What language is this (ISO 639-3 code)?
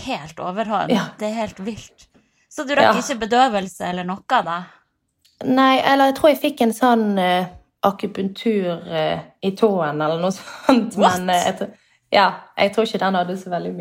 nor